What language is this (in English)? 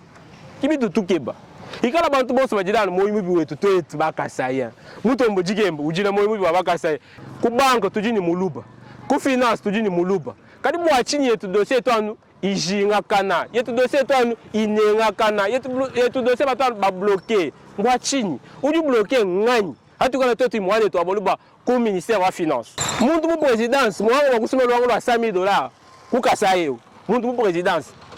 Luba-Lulua